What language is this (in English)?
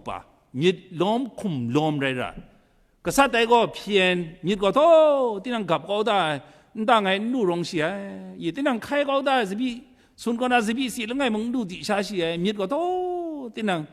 Kachin